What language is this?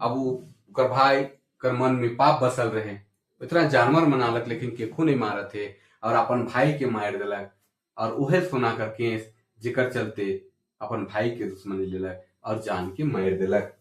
Sadri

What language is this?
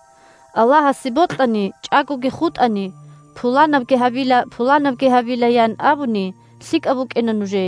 Avaric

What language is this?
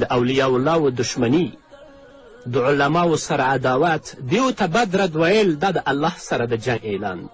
Pashto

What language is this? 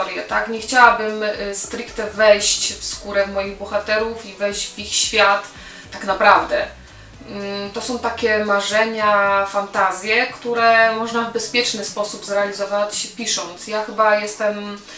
Polish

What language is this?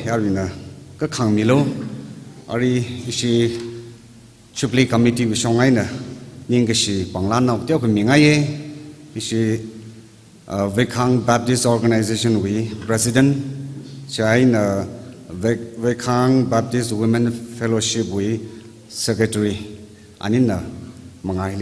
Tangkhul Naga (India)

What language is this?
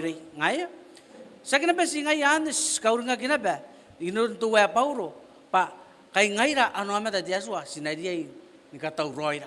Gilbertese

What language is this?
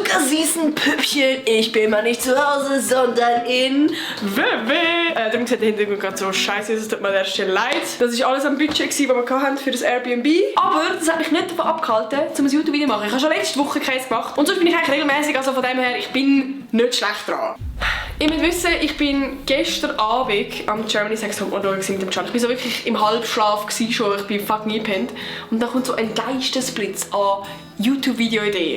Swiss German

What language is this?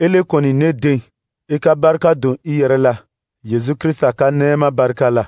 Dyula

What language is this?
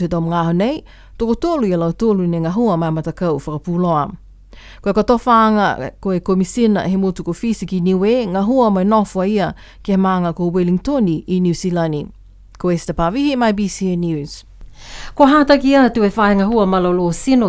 Niuean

